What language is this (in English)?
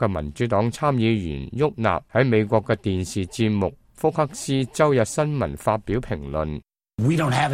Cantonese